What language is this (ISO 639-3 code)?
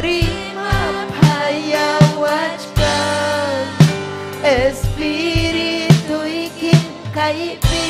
quy